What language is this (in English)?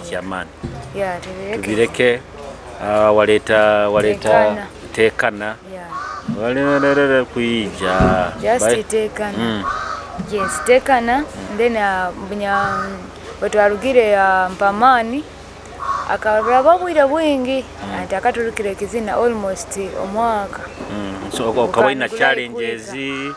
Nyoro